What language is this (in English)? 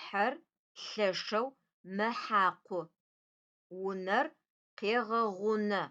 Adyghe